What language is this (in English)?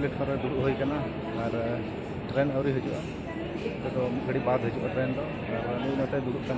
Santali